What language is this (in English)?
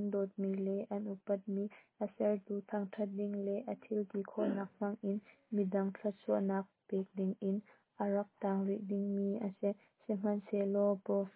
Hakha Chin